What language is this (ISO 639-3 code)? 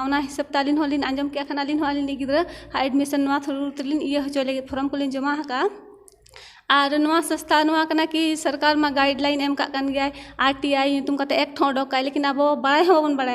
sat